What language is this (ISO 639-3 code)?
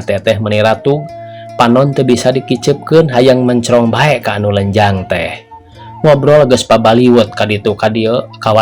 sun